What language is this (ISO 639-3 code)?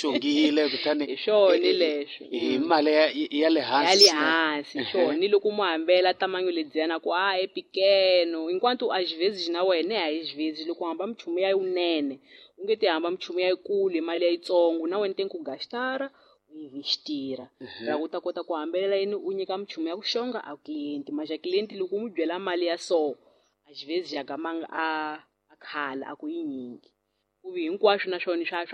tso